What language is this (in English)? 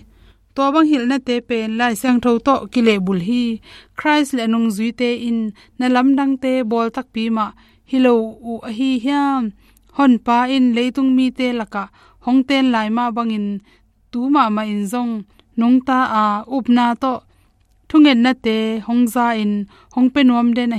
Tedim Chin